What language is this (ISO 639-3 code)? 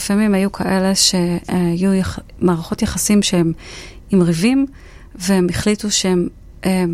heb